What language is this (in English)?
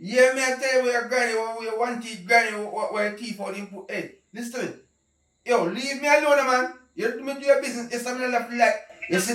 Jamaican Creole English